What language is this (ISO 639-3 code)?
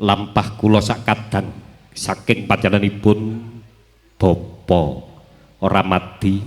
jav